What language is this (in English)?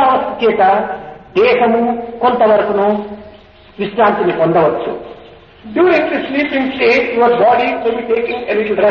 Telugu